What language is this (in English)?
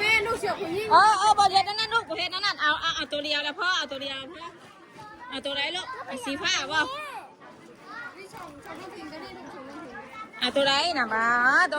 Northeastern Thai